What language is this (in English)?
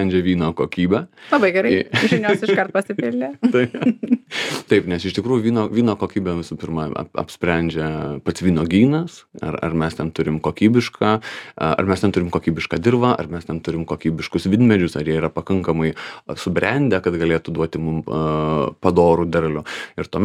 Lithuanian